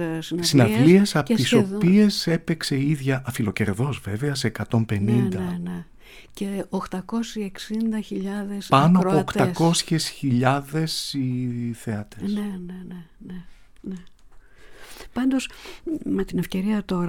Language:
Greek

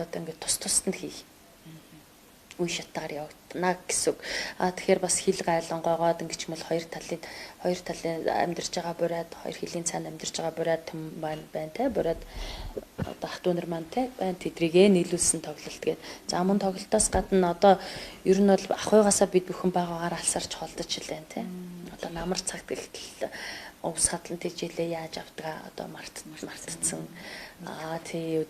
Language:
Mongolian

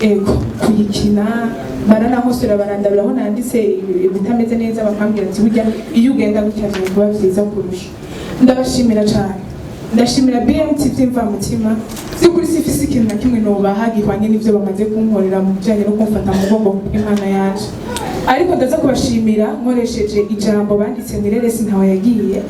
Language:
Rundi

